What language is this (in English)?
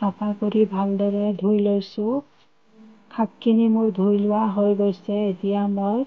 Assamese